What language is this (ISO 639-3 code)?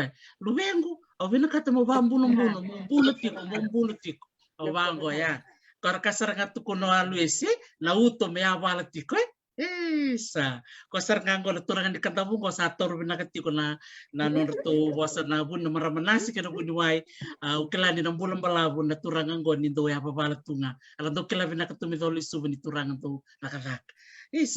fij